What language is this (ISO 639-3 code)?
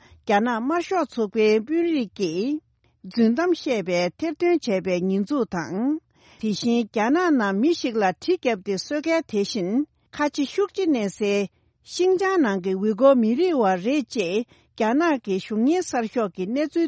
bod